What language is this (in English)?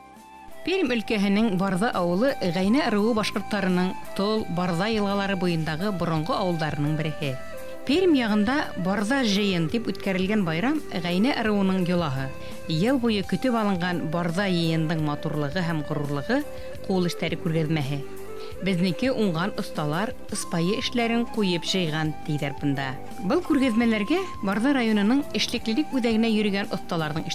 Bashkir